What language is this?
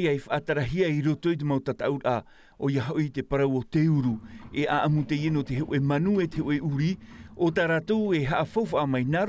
Tahitian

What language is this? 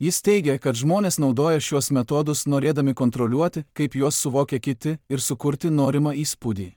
Lithuanian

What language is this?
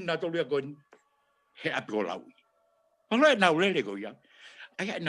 Tongan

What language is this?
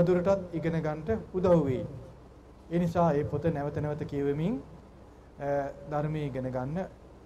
Sinhala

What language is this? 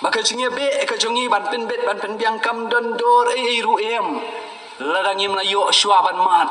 Khasi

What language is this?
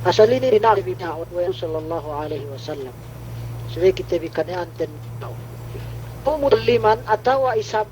Yakan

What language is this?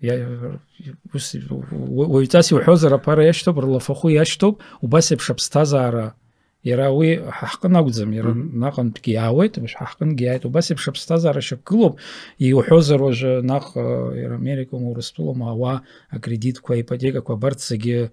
Abkhazian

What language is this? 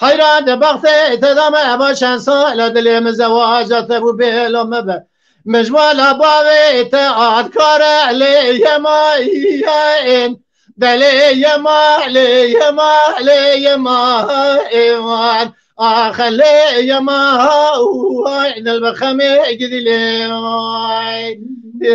Kurdish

